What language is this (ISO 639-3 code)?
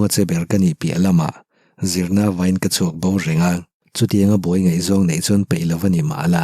lus